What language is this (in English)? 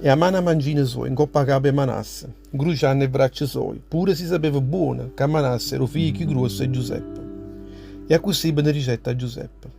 Neapolitan